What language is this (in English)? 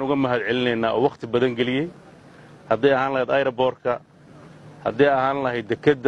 Somali